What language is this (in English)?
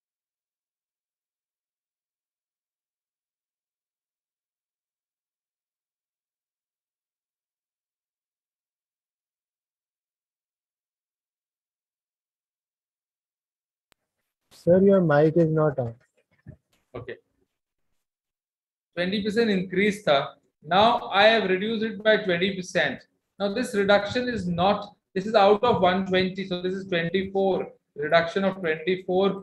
English